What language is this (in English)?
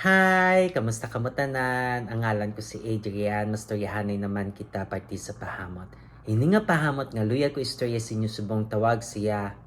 Hiligaynon